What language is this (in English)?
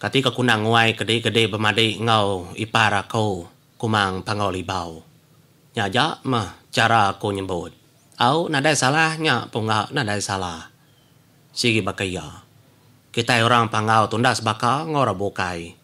Iban